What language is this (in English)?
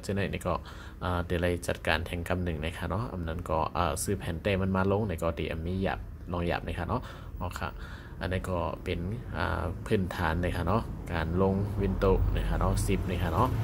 Shan